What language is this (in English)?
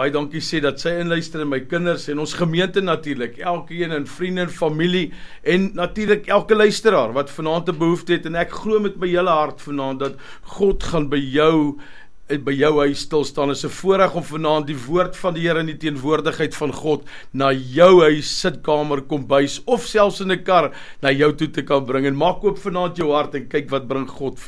Afrikaans